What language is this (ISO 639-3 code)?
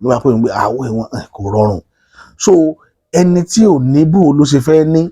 yor